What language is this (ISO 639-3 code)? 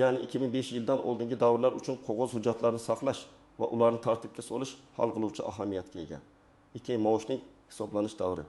uzb